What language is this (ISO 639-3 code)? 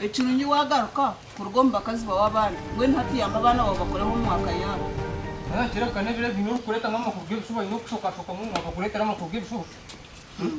nyn